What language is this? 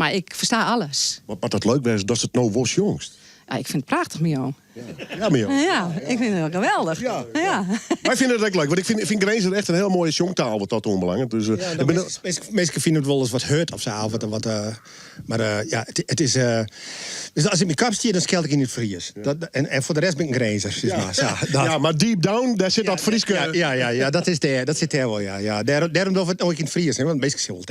Western Frisian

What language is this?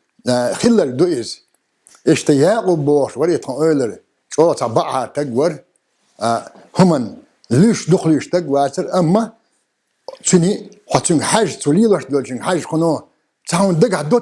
Chechen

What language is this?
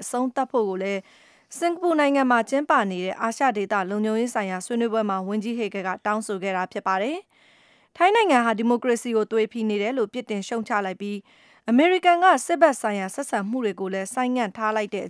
Burmese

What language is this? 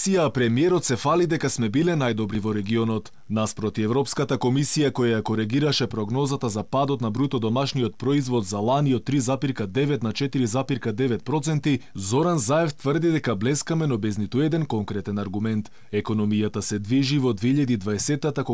Macedonian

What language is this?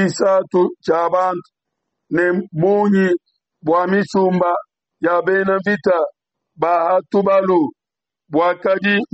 Luba-Lulua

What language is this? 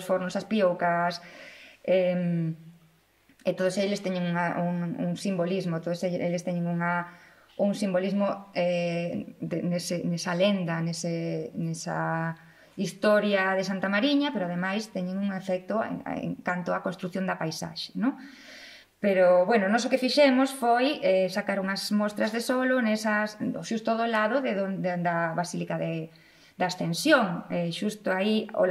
Galician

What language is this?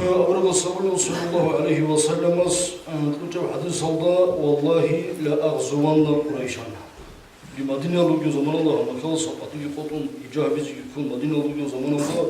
Avaric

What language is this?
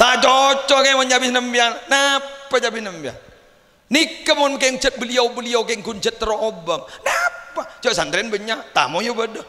Madurese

